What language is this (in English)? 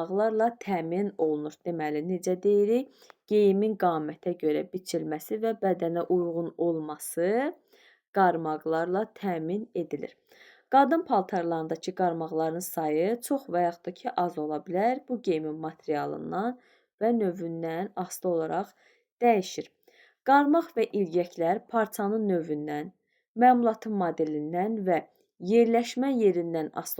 Azerbaijani